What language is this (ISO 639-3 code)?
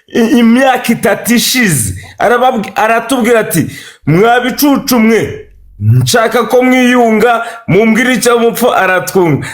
kin